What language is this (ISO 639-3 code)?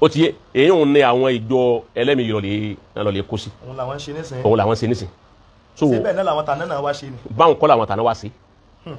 yor